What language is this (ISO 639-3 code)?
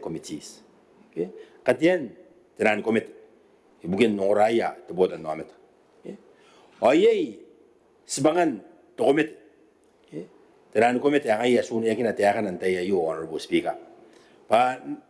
gil